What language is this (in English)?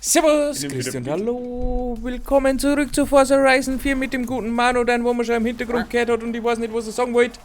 Bavarian